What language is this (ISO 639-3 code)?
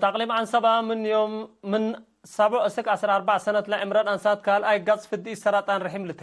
tig